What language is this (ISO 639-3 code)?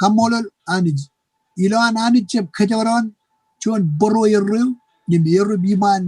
mah